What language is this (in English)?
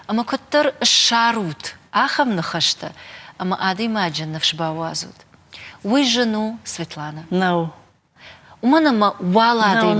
Ossetic